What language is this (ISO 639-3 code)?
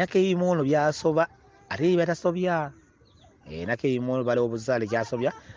lug